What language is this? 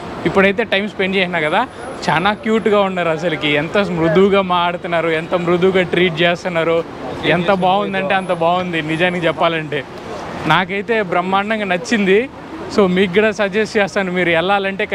Telugu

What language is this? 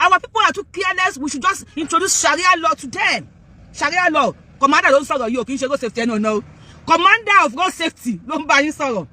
Yoruba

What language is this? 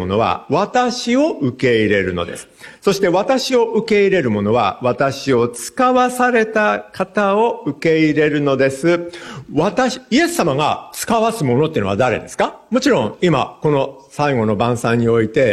Japanese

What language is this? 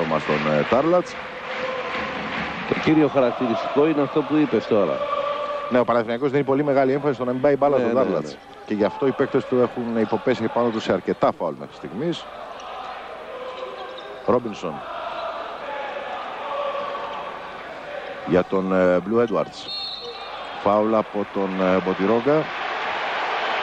Greek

